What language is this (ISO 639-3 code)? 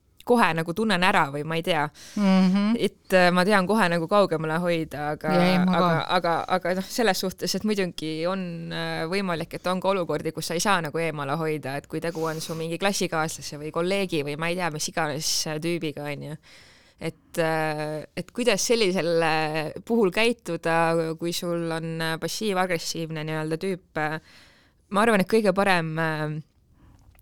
est